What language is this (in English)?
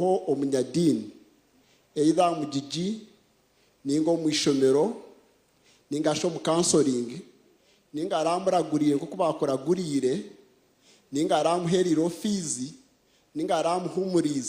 Nyankole